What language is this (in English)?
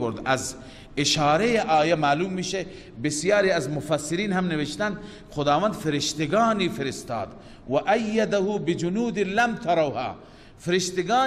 Persian